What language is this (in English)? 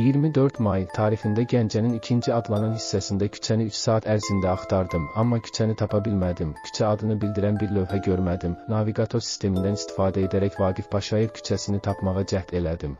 Azerbaijani